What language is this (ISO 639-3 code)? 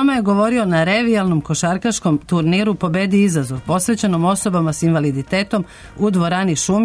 srp